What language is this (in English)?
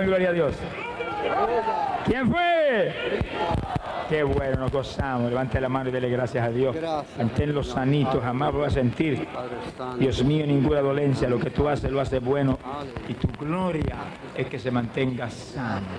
Spanish